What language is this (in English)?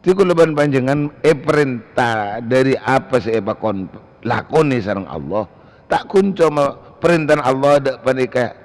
Madurese